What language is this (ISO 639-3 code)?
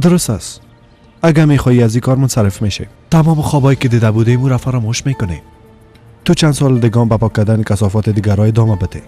fas